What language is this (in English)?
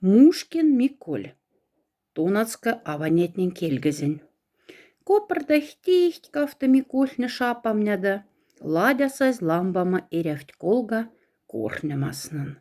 Moksha